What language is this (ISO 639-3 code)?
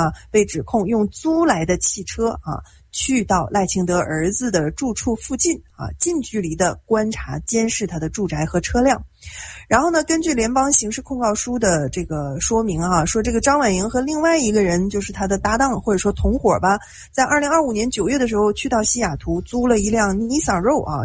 zho